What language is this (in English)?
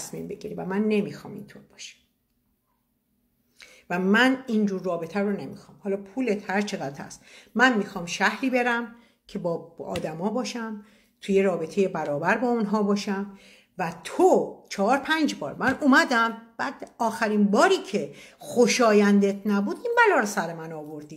Persian